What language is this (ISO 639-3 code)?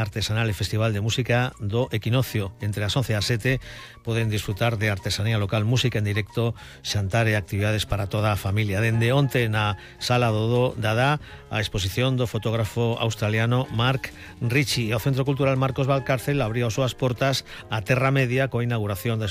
glg